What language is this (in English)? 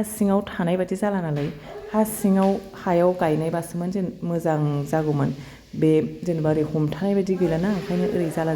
Bodo